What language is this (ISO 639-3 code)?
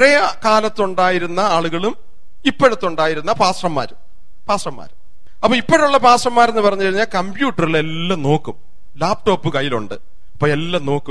mal